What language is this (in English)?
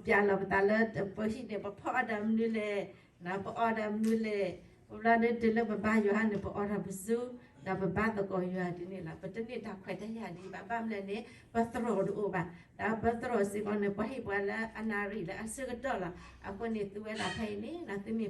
S'gaw Karen